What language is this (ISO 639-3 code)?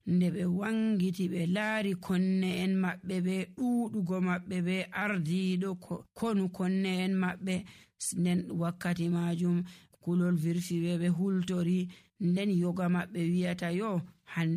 fuv